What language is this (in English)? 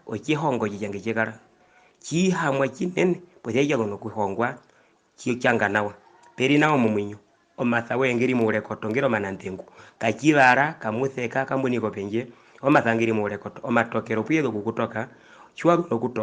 Herero